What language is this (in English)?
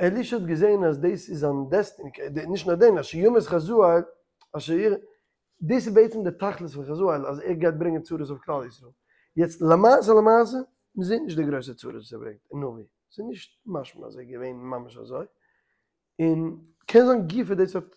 Yiddish